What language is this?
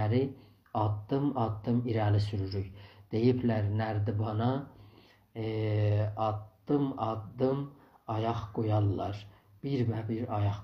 South Azerbaijani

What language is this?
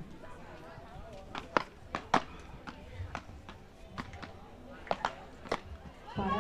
Portuguese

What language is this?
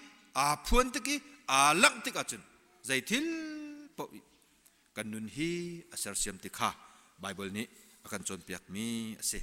Hakha Chin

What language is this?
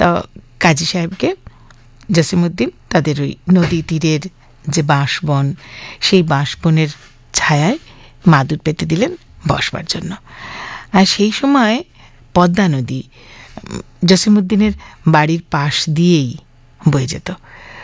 Bangla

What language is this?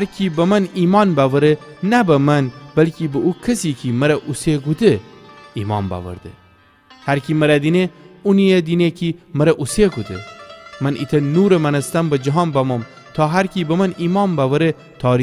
Gilaki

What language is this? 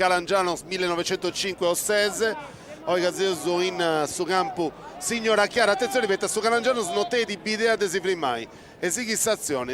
Sardinian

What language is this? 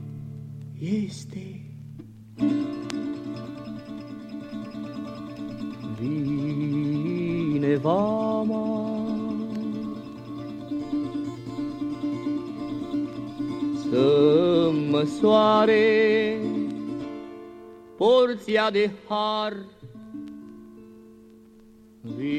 Romanian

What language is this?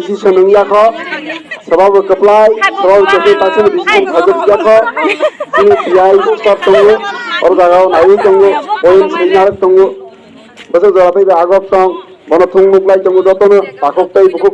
Kok Borok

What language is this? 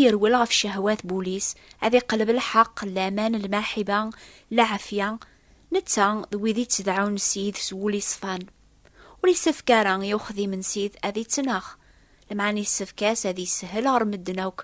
Kabyle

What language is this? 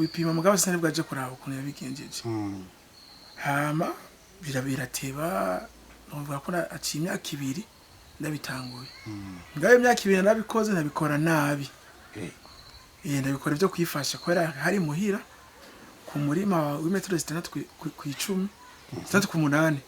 Rundi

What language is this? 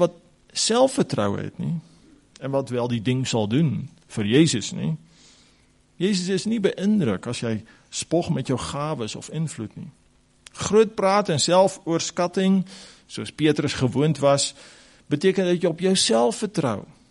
Afrikaans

